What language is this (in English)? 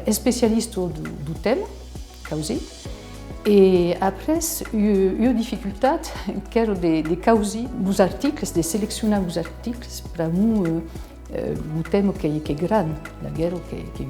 Occitan